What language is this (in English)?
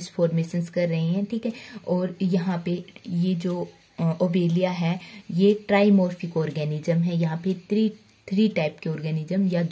Hindi